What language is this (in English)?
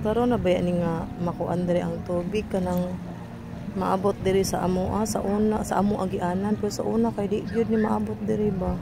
Cebuano